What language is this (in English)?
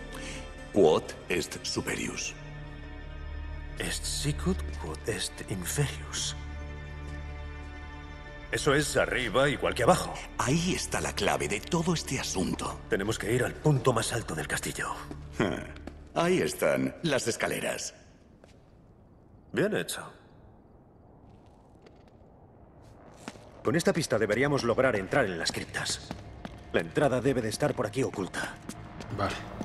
Spanish